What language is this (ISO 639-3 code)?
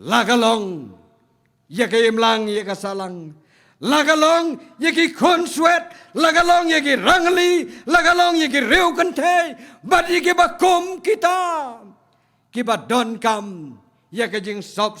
kha